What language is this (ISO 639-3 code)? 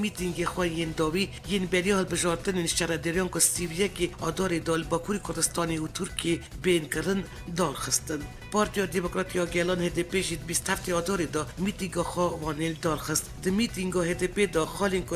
kur